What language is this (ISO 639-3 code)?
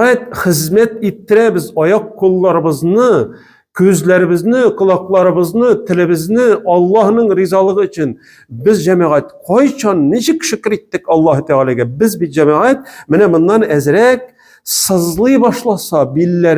tat